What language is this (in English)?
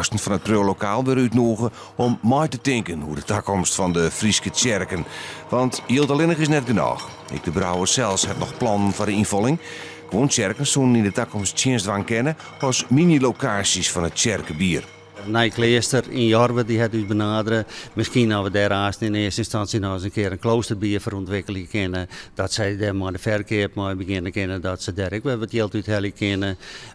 Western Frisian